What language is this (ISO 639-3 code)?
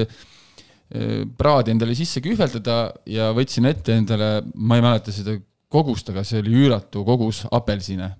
est